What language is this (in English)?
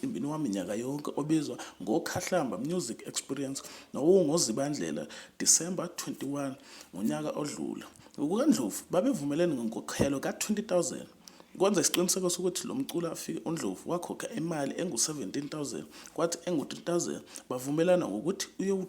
Zulu